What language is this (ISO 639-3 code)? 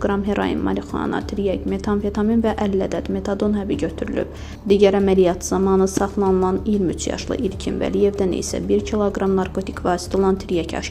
aze